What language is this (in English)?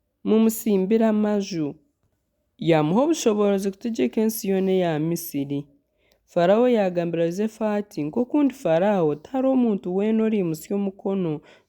Nyankole